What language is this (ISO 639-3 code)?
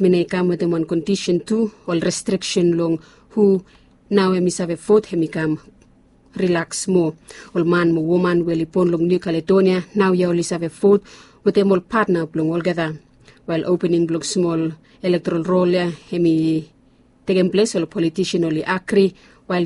bis